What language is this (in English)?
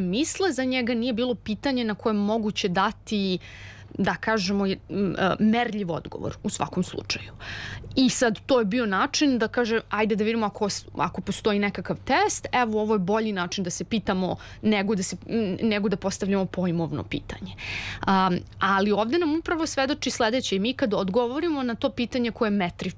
Serbian